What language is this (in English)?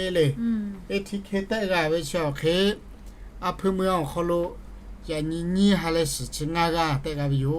Lahu